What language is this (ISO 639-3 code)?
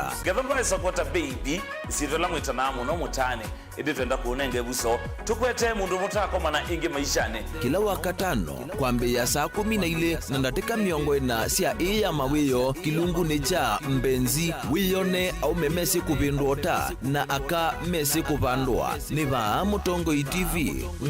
kam